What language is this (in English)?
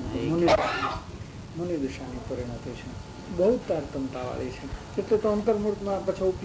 Gujarati